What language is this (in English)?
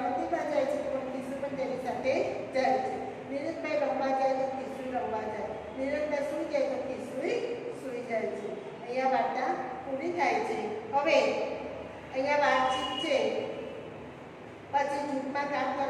Gujarati